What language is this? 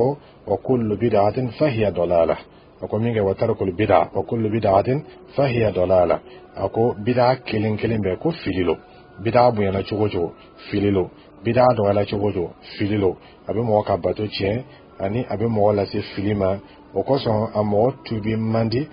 Dyula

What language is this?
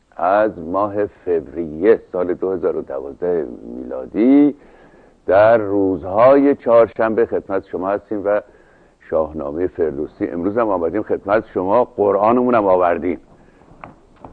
Persian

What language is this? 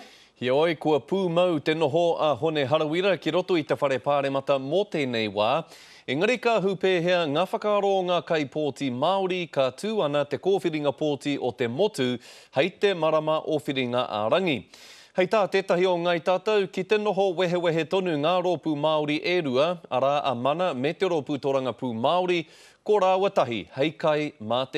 Māori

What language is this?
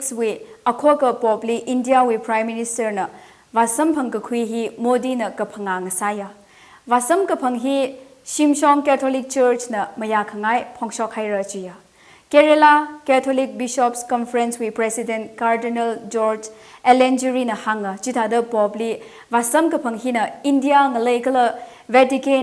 Tangkhul Naga (India)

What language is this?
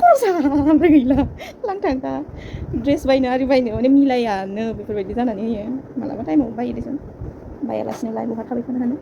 Bodo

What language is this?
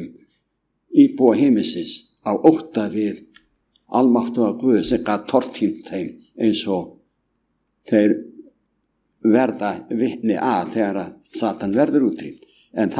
Icelandic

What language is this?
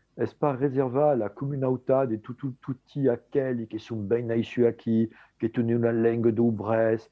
Occitan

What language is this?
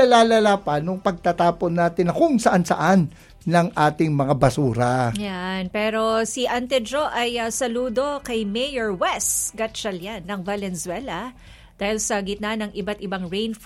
Filipino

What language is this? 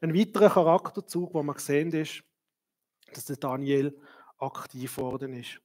Swiss German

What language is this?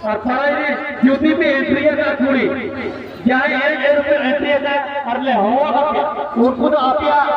Santali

